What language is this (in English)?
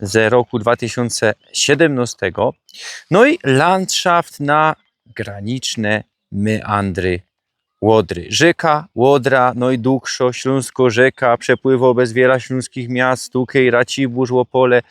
Silesian